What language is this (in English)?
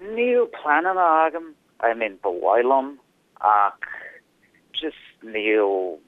Irish